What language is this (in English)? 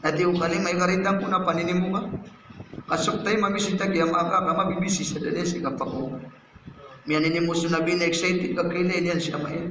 Maranao